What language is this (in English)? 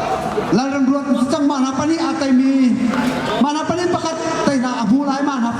Hakha Chin